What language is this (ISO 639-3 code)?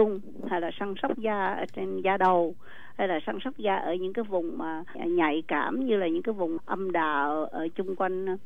vie